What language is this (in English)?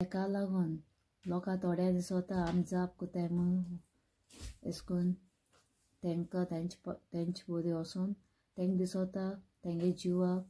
Konkani